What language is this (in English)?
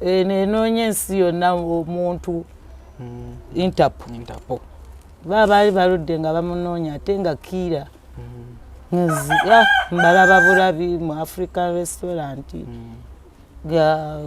Ganda